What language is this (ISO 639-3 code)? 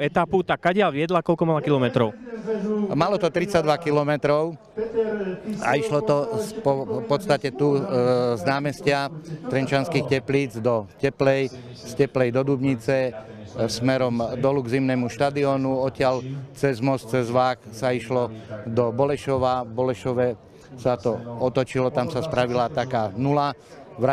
slk